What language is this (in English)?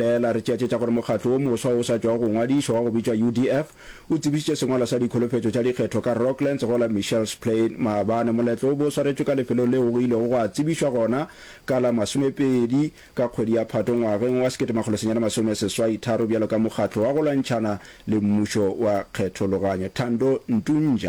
Northern Sotho